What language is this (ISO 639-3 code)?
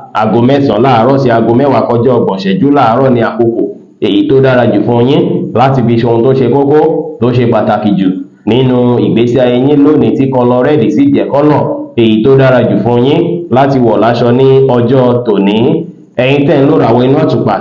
yor